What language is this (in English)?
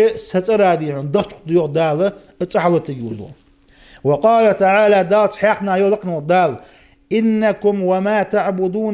Ingush